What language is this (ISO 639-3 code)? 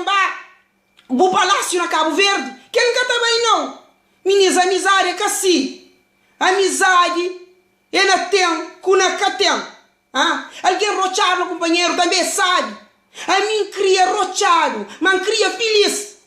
kea